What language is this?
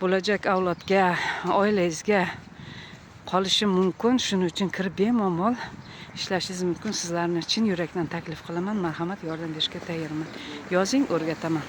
Uzbek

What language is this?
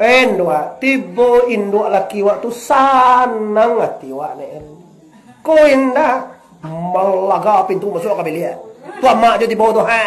Minangkabau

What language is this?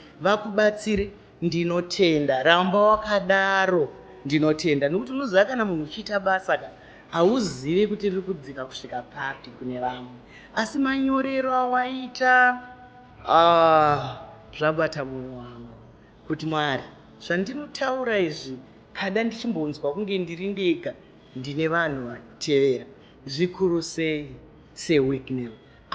Shona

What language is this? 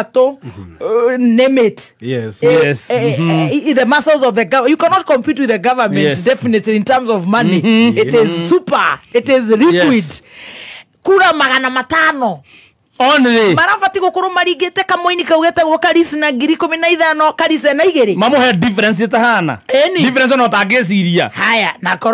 Kikuyu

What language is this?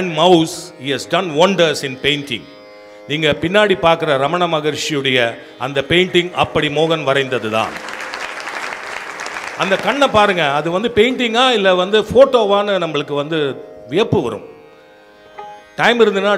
Tamil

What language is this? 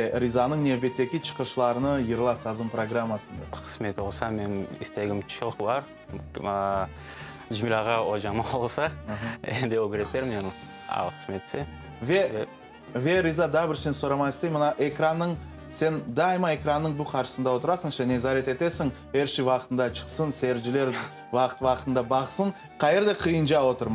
Crimean Tatar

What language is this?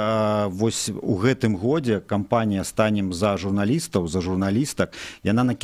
Belarusian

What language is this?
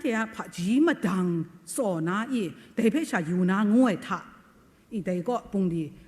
Kachin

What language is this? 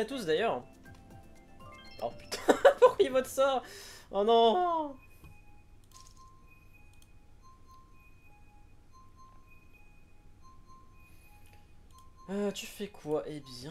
French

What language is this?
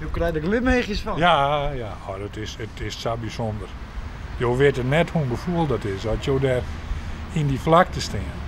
Western Frisian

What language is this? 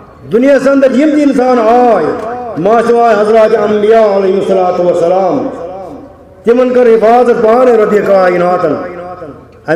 Kashmiri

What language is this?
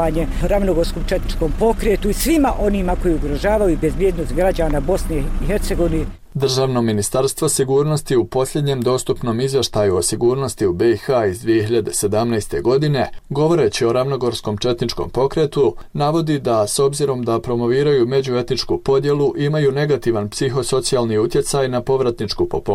Bosnian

